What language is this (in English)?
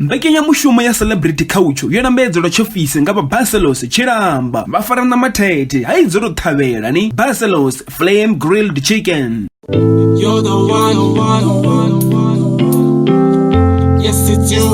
Venda